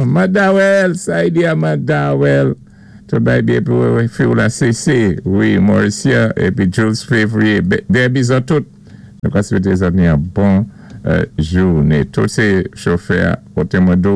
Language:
Saint Lucian Creole French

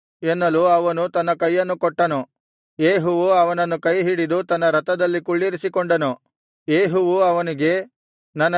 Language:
Kannada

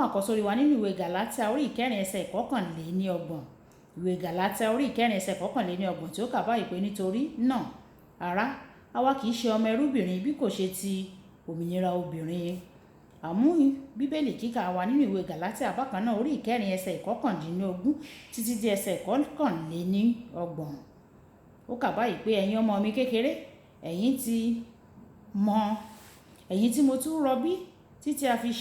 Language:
Yoruba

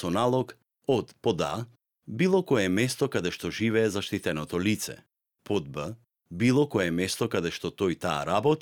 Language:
Macedonian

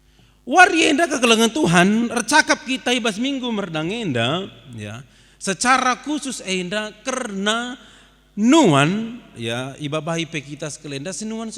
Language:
Batak Karo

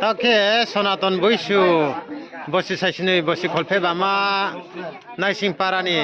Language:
Riang (India)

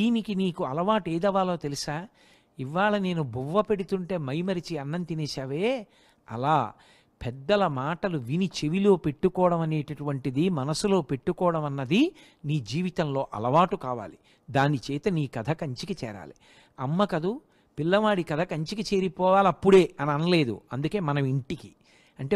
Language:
Telugu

